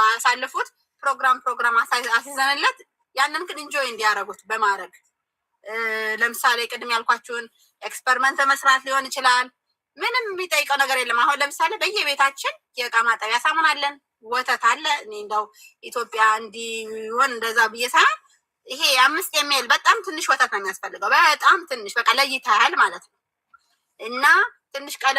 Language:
Amharic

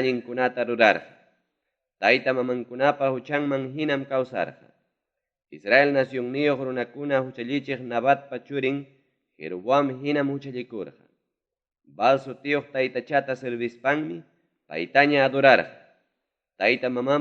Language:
Ayacucho Quechua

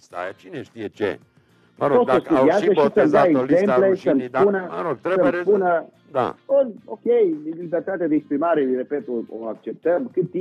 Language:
Romanian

